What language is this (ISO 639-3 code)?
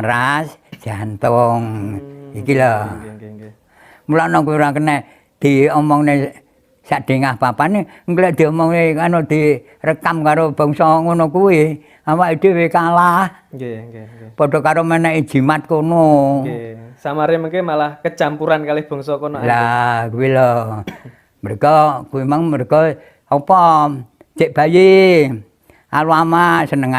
jav